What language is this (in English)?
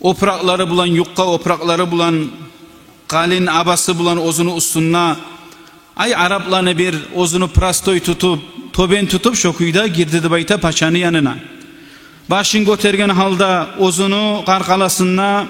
Kumyk